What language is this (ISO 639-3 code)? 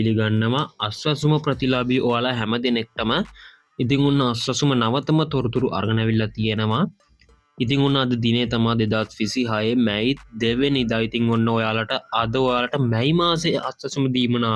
sin